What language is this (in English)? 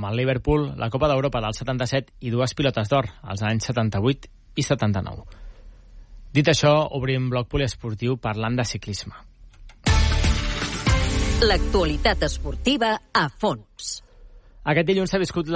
Catalan